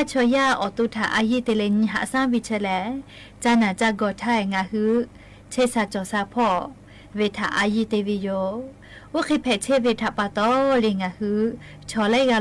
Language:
Lahu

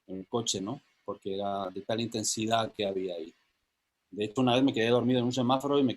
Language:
Ladino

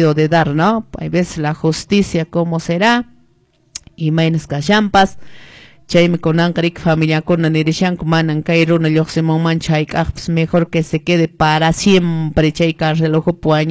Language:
Quechua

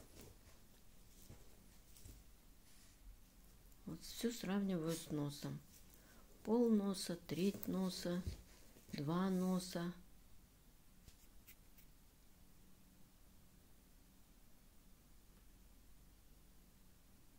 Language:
Russian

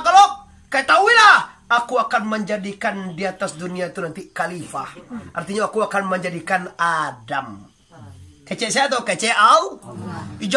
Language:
Minangkabau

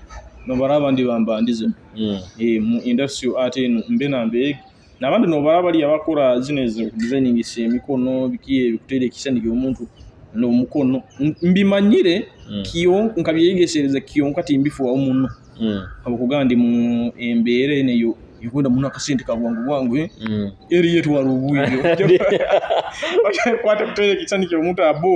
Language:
Nyoro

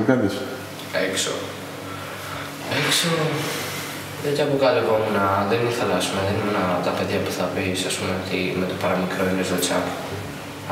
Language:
Greek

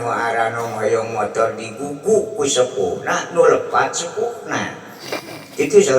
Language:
Sundanese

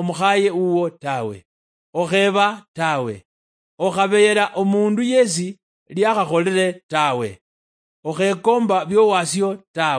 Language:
Luyia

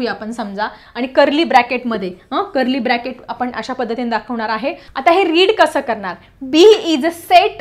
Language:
Marathi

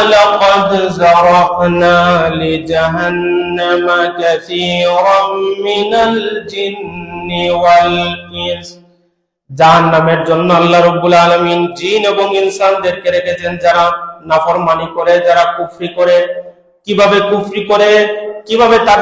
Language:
Bangla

